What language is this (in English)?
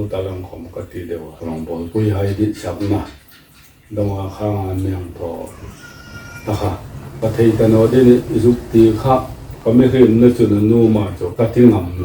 Hmar